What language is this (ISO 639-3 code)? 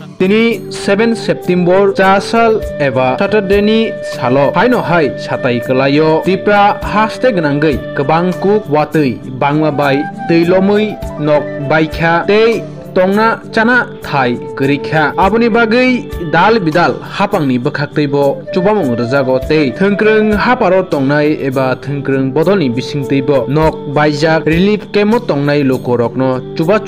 trp